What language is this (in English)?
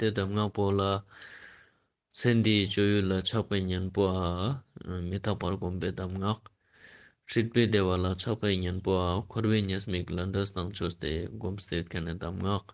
Ladakhi